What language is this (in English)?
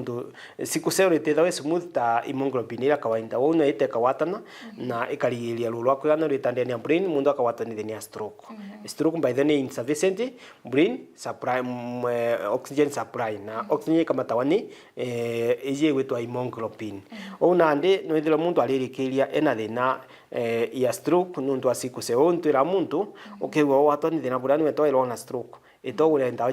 Meru